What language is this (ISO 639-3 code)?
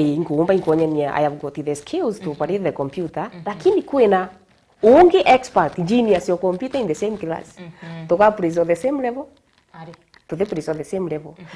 mer